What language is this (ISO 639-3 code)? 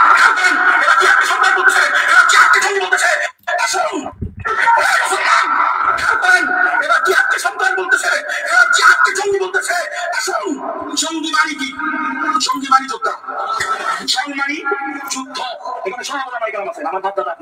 ben